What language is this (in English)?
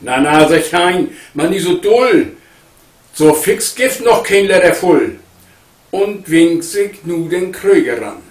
Low German